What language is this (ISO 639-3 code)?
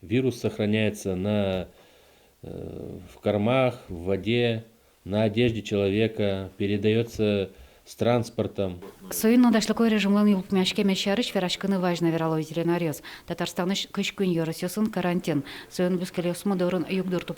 udm